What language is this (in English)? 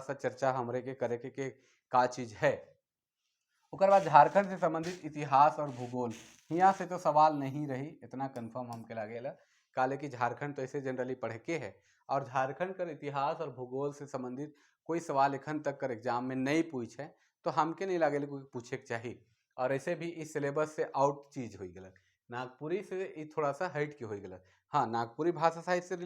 Sadri